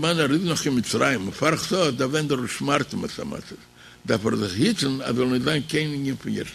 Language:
Yiddish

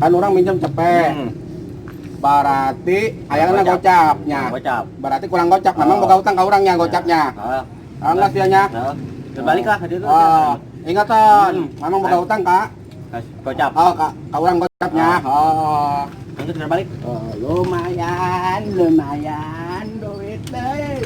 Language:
Sundanese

